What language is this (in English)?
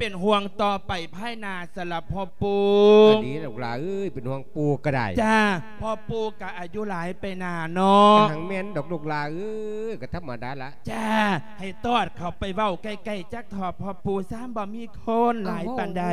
Lao